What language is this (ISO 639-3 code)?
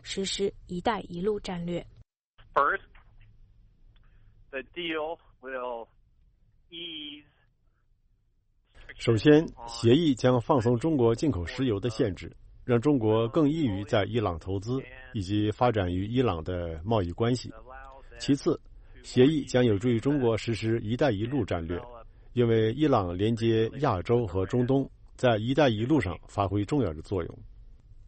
zho